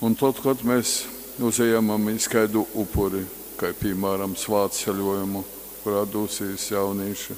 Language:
Latgalian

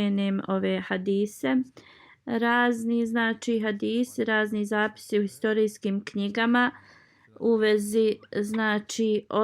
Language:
Bosnian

